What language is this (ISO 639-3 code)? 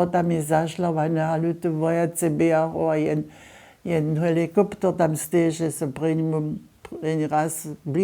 hsb